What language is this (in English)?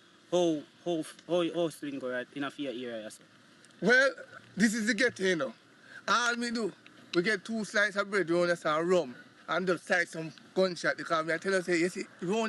Jamaican Creole English